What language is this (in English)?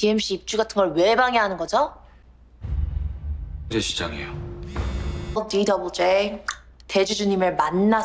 Korean